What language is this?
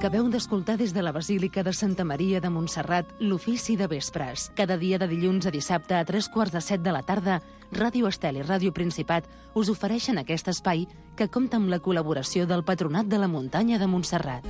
Catalan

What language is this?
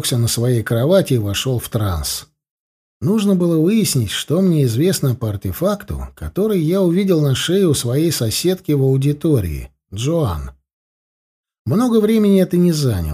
Russian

